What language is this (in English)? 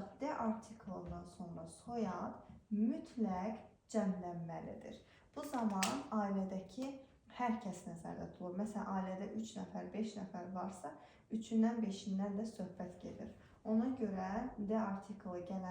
Azerbaijani